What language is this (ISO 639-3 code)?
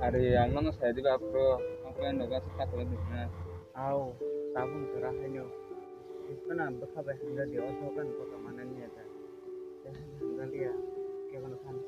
trp